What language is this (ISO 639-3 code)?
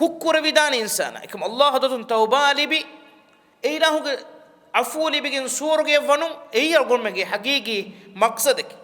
div